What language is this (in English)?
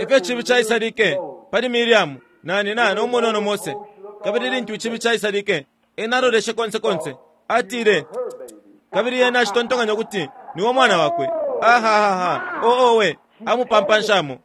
Bemba